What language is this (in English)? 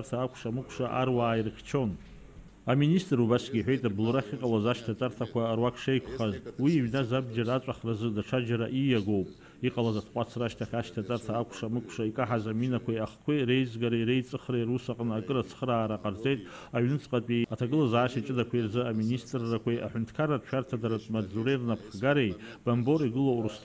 Abkhazian